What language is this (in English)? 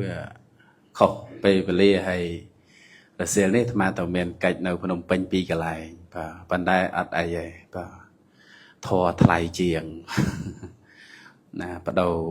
Khmer